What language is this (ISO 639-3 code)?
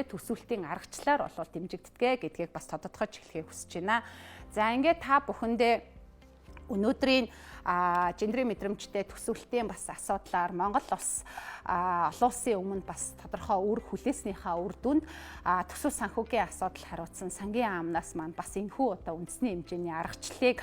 mon